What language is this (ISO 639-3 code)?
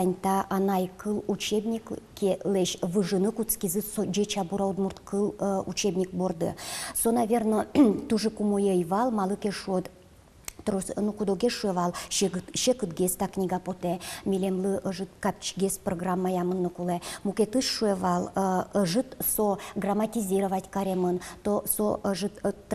udm